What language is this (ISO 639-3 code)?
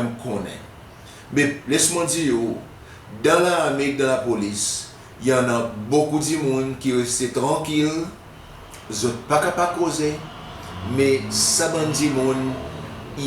crs